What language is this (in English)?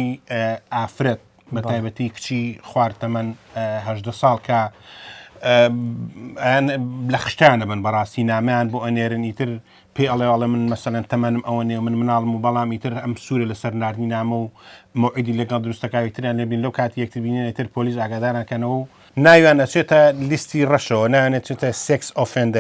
Central Kurdish